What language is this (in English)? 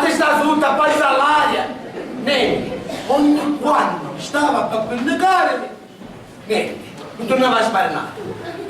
Sicilian